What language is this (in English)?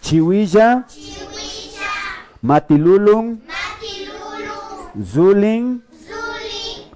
Imbabura Highland Quichua